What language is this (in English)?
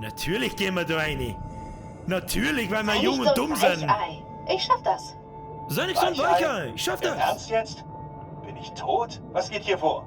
Bavarian